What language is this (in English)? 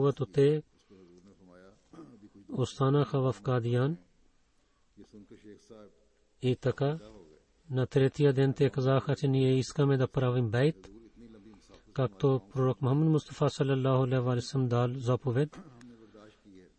Bulgarian